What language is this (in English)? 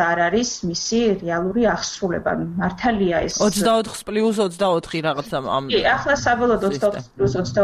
Georgian